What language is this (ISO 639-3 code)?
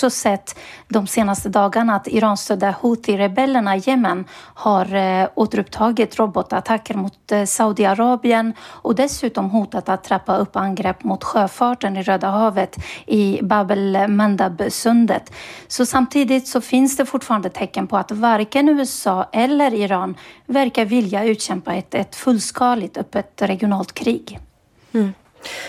swe